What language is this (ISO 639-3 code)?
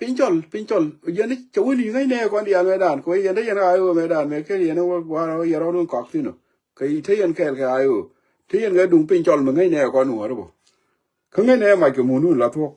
nus